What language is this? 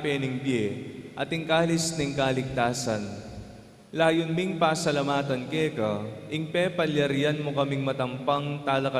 Pampanga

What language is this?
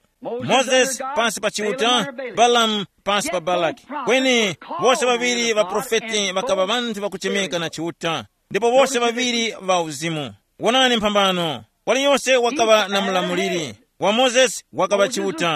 Tumbuka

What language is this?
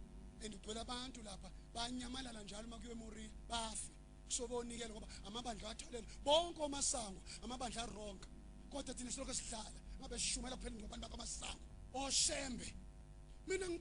Zulu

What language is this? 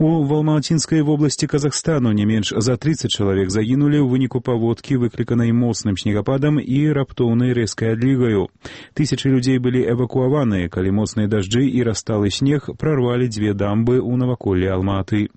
Belarusian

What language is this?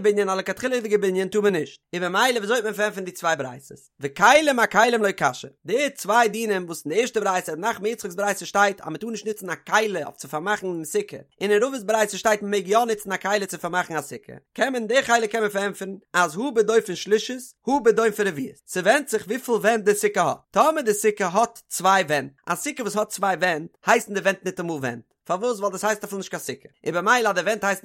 Yiddish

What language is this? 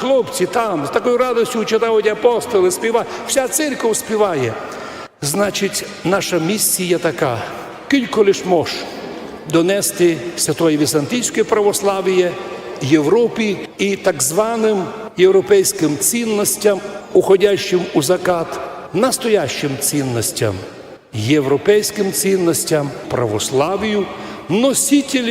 Rusyn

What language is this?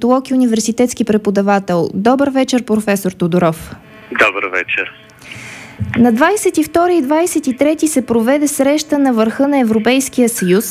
Bulgarian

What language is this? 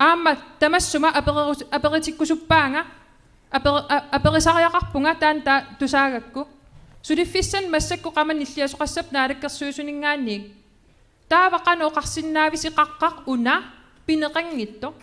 Kalaallisut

